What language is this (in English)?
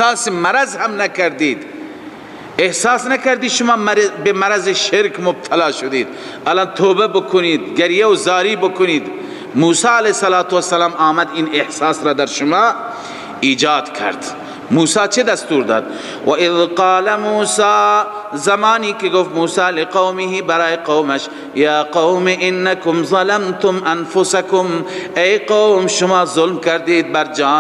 Persian